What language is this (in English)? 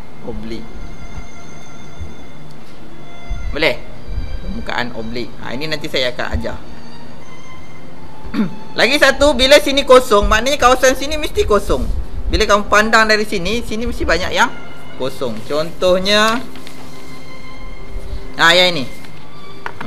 Malay